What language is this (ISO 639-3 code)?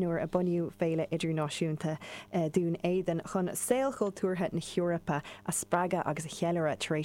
gle